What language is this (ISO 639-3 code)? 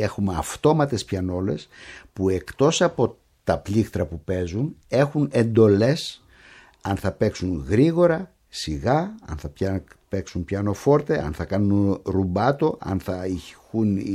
ell